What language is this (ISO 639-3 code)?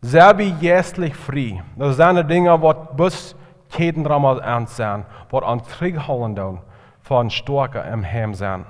pdt